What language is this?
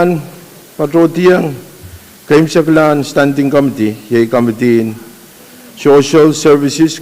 Pohnpeian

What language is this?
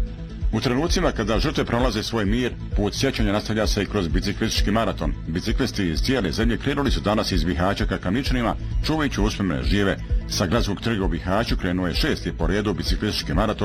Bosnian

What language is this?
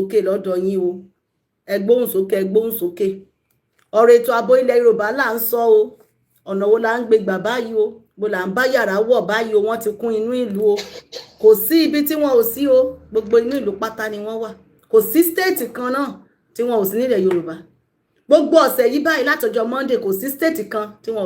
Yoruba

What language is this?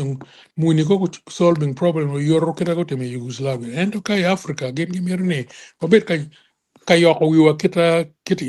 Acoli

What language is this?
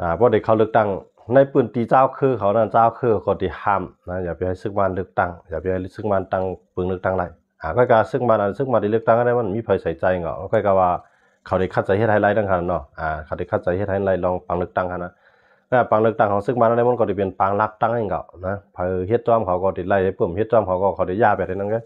Shan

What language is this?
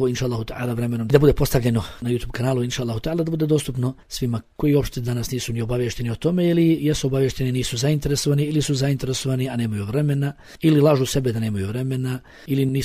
Bosnian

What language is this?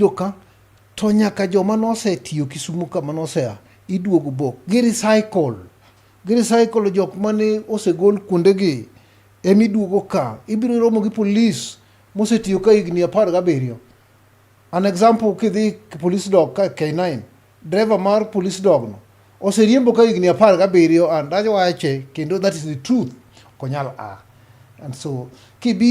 Luo (Kenya and Tanzania)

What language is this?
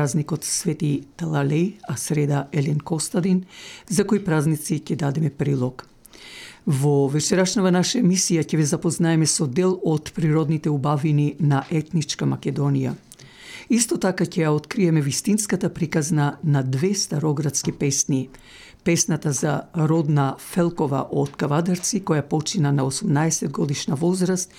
Macedonian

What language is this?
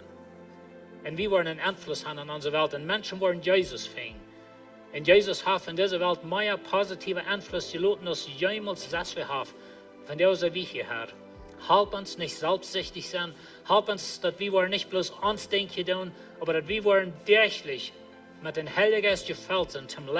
Plautdietsch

